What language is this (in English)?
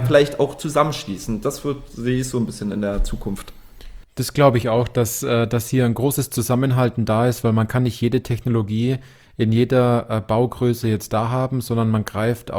German